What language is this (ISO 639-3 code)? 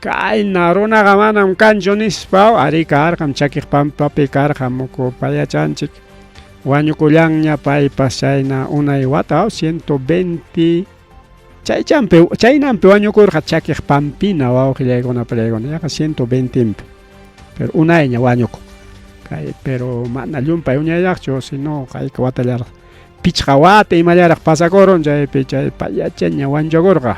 quy